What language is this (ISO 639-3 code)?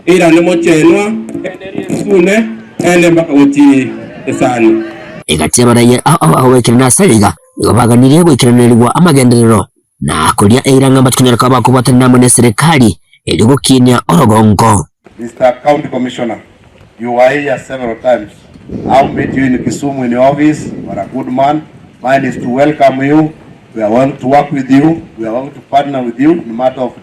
guz